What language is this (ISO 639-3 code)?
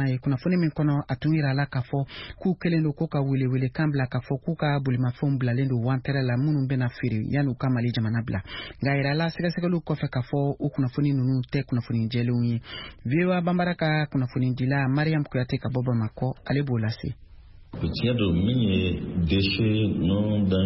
bam